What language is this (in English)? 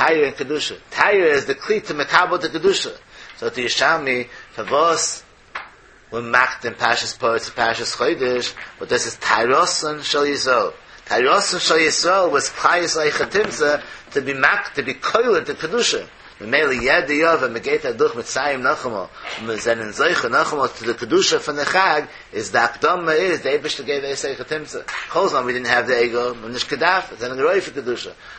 Yiddish